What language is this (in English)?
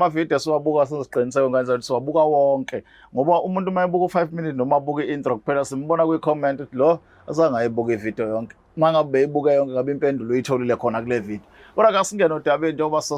Zulu